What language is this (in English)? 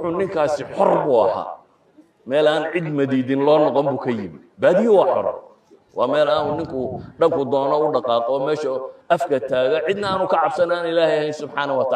Somali